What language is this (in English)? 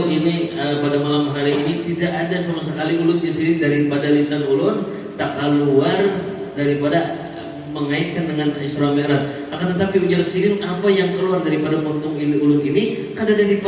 Banjar